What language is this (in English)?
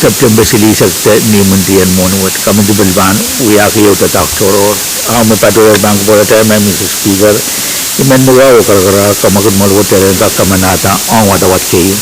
Pohnpeian